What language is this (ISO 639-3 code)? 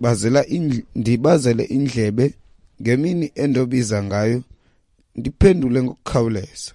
xho